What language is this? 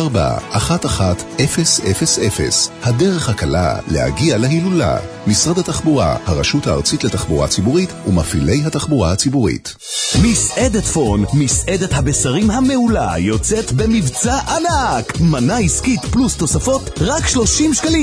Hebrew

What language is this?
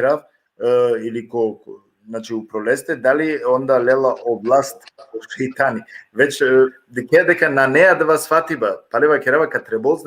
Balkan Romani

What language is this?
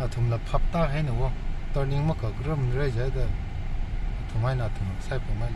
Tangkhul Naga (India)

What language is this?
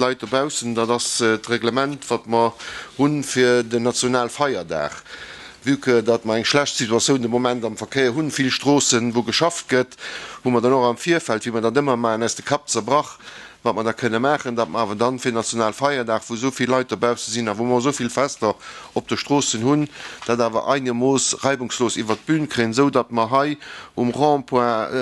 Luxembourgish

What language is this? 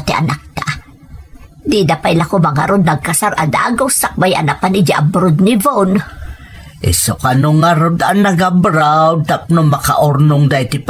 Iloko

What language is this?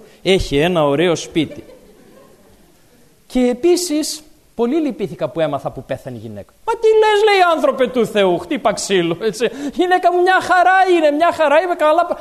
Greek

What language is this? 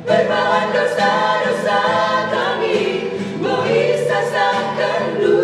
Batak Karo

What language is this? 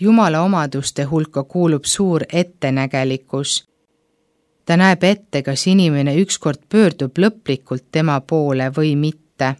Estonian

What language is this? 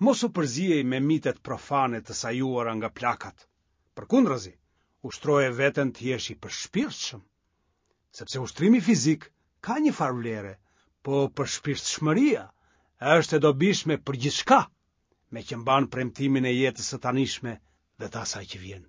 Albanian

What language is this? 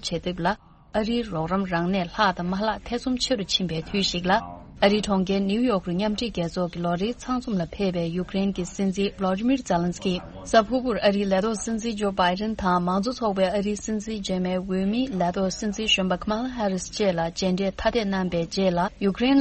Tibetan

